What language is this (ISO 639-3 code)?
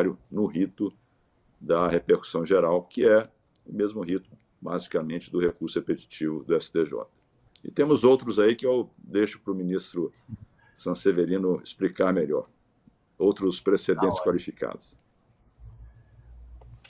por